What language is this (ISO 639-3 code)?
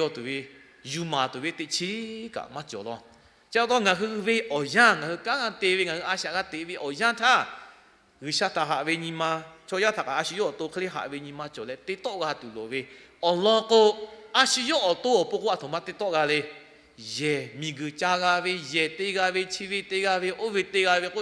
lhu